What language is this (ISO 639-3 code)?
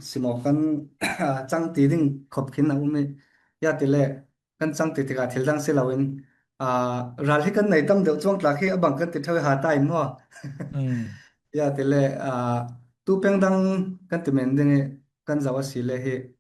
cfm